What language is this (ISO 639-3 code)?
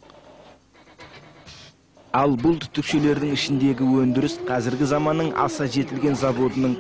kaz